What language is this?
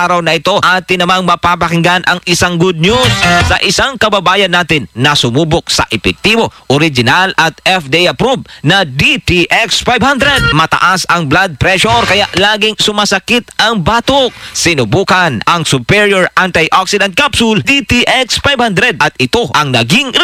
Filipino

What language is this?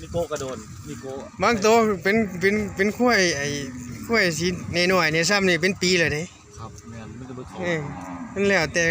Northeastern Thai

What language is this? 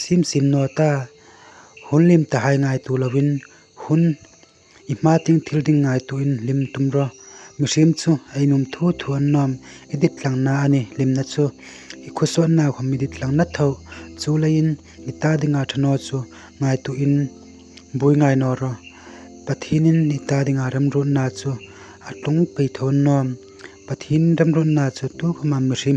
Hmar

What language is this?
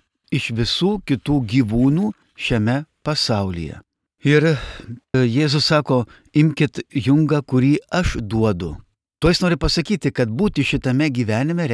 Lithuanian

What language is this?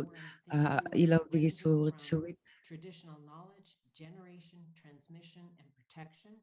Inuktitut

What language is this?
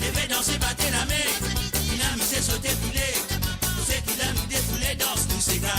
Morisyen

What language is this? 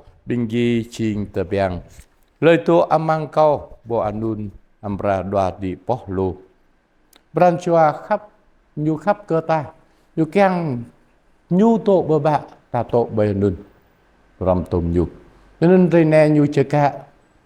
Jarai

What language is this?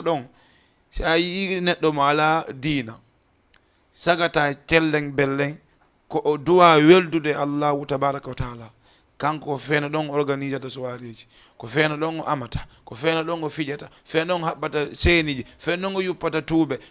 Fula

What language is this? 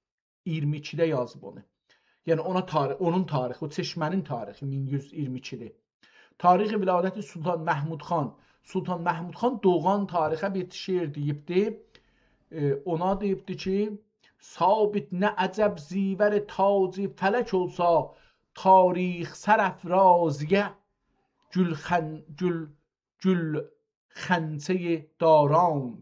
South Azerbaijani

